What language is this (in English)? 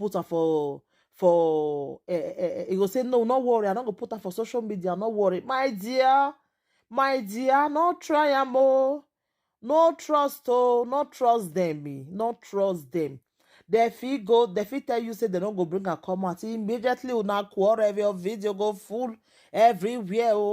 Nigerian Pidgin